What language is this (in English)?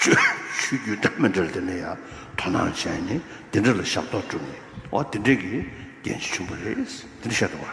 Tibetan